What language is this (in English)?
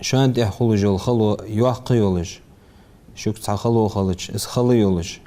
Ingush